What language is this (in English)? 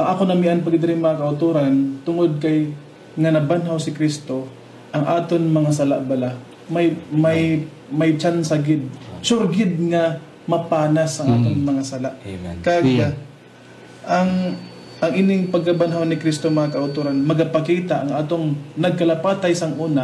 Hiligaynon